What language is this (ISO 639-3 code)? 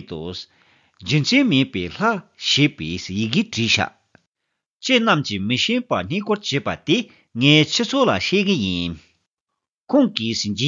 bod